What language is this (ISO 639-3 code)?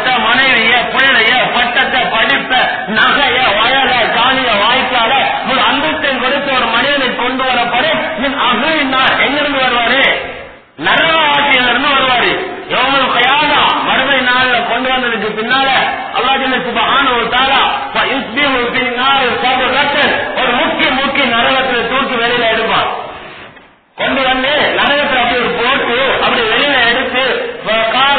tam